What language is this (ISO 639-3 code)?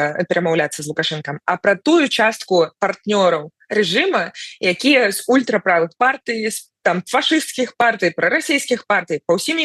bel